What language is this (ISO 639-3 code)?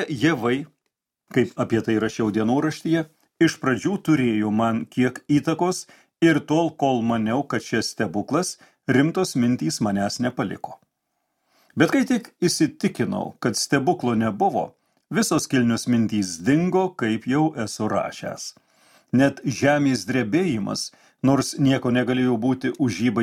lit